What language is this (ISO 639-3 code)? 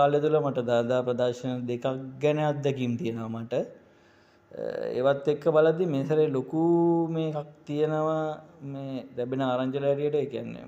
sin